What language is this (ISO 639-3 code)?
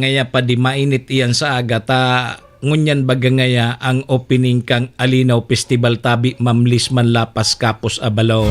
bik